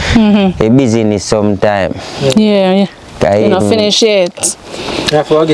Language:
Jamaican Creole English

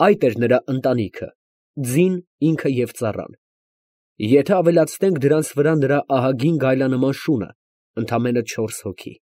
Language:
Armenian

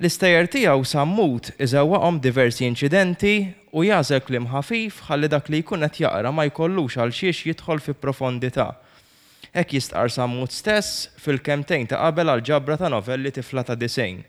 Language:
Maltese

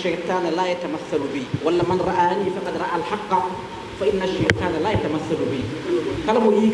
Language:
Fula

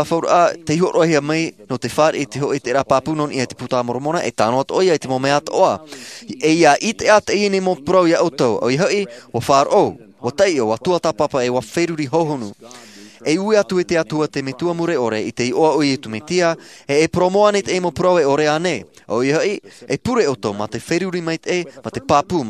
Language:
Tahitian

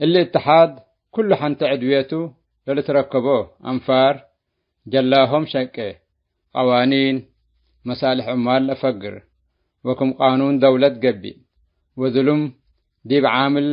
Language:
Tigre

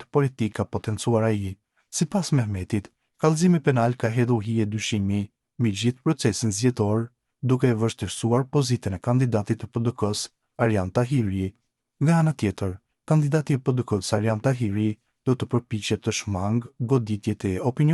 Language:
Albanian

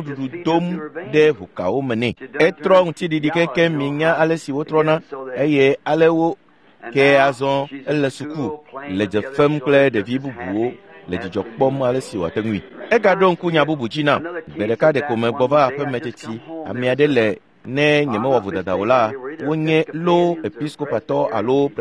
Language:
Ewe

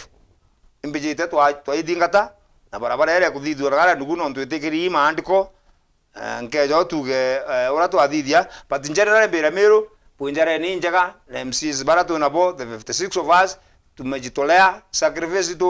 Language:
Meru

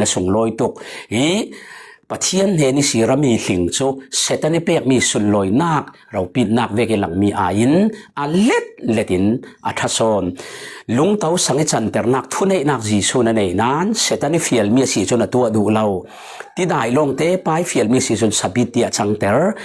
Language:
Falam Chin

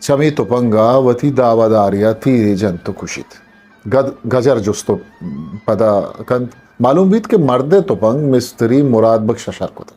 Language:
Eastern Balochi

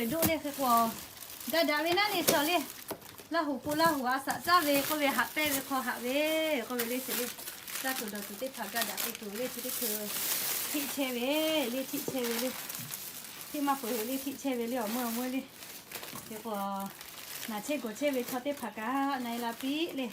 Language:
Lahu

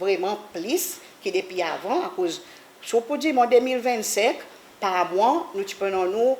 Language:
Seselwa Creole French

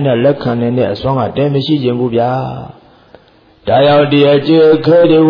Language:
Burmese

